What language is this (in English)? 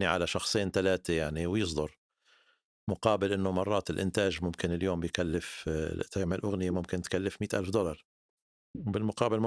North Levantine Arabic